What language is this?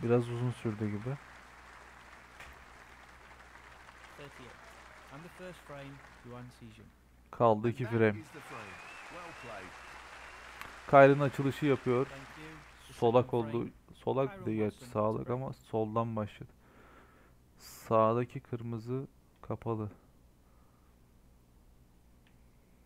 Turkish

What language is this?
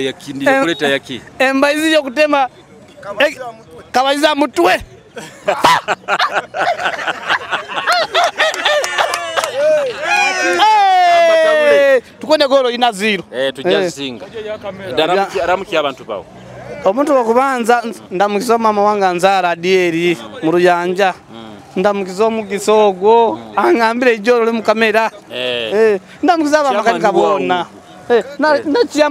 Nyoro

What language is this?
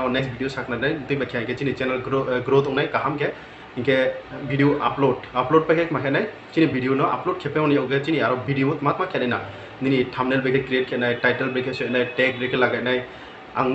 Riang (India)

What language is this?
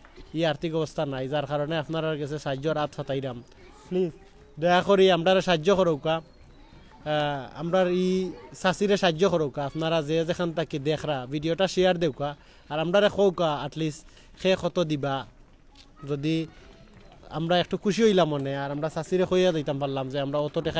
Sylheti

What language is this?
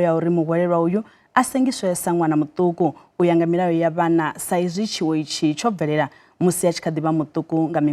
Venda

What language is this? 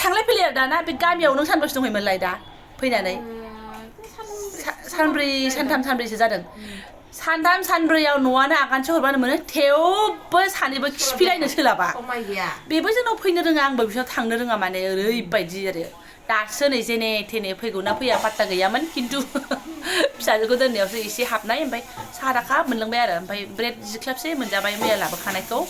Bodo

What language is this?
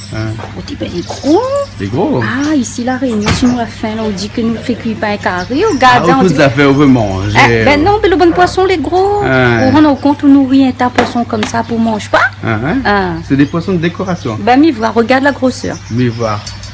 Réunion Creole French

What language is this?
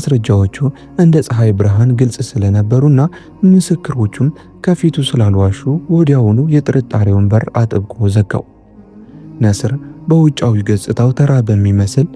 Amharic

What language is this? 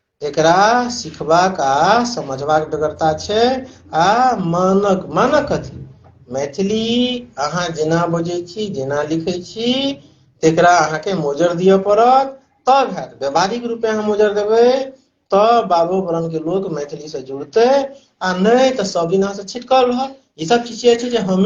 Maithili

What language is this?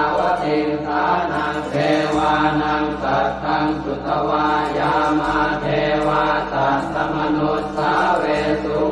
Pali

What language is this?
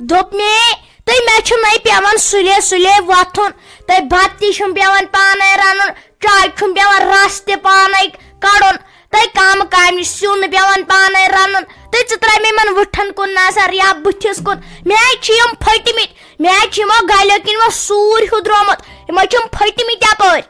Kashmiri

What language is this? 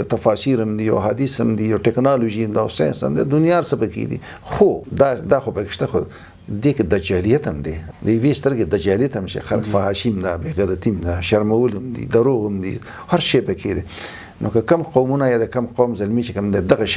Pashto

